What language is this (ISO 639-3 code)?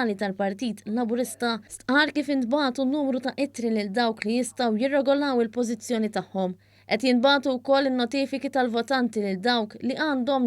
mlt